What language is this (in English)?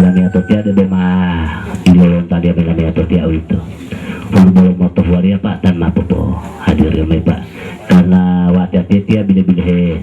Gorontalo